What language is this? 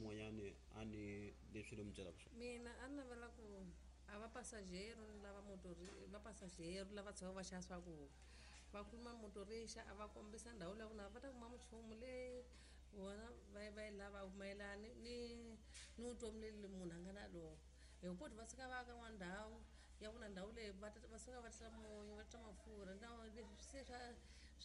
Tsonga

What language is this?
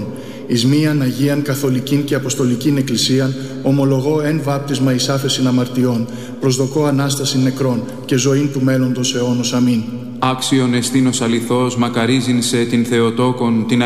Greek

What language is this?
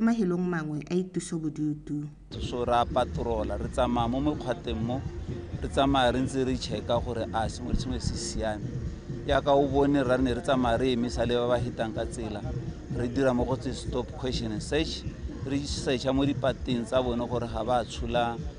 Tswana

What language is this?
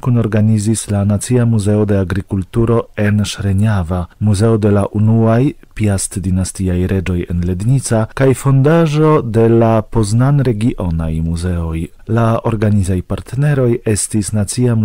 Esperanto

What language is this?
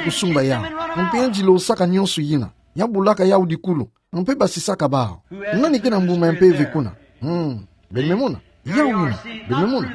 Kituba (Democratic Republic of Congo)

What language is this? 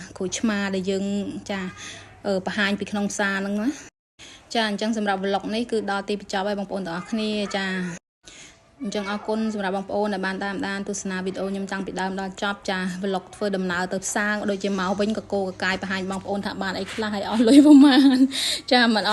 Khmer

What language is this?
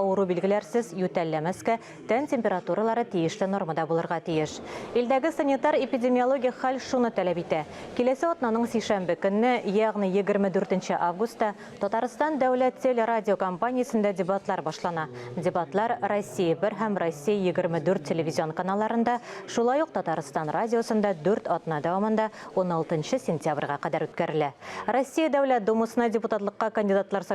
Tatar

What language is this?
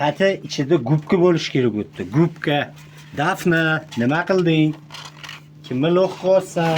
Uzbek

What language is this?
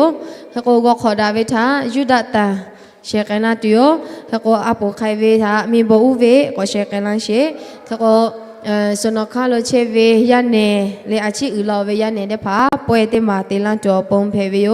Lahu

